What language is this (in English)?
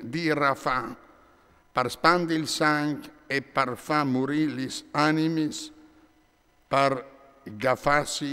Friulian